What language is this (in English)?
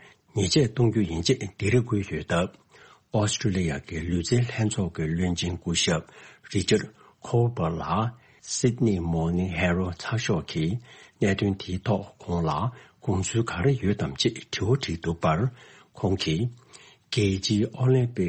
Tibetan